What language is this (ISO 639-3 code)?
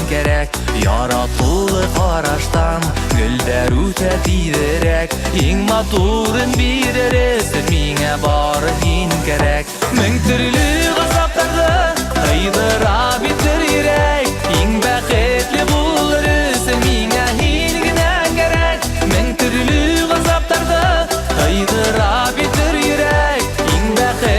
bak